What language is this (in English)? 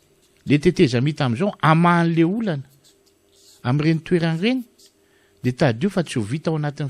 Malagasy